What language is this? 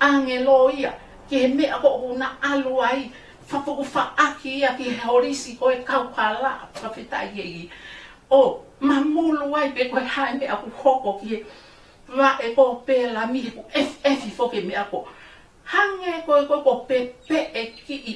Tongan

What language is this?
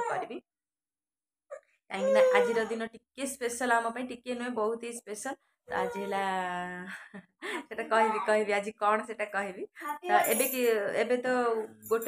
Odia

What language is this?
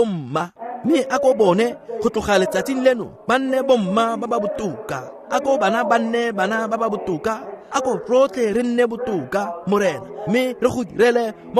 Tswana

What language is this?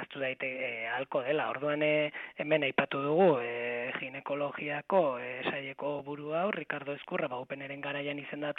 Basque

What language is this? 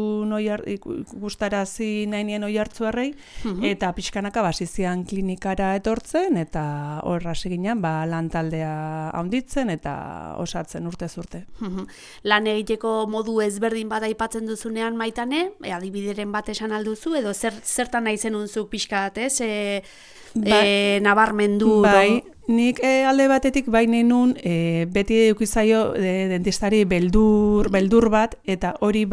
Basque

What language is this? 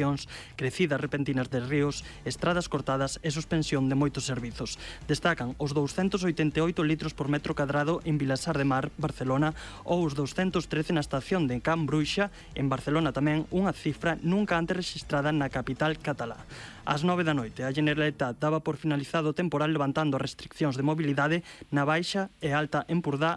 Galician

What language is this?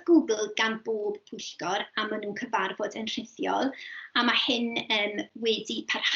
Welsh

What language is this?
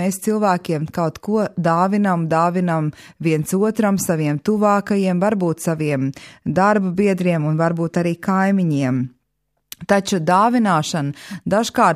Latvian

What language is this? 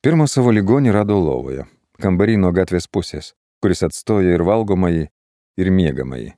Lithuanian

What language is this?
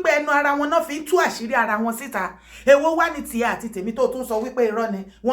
Yoruba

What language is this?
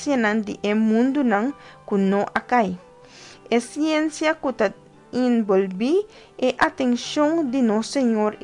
Papiamento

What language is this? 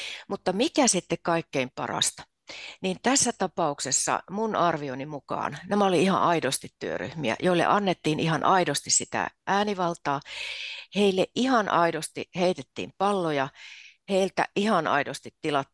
Finnish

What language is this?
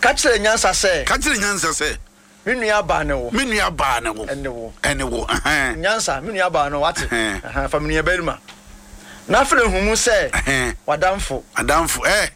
Akan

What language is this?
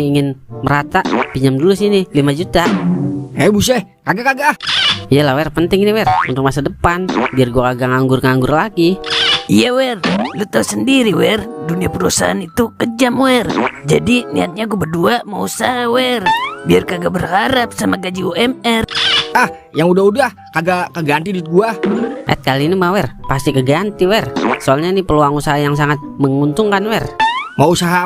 Betawi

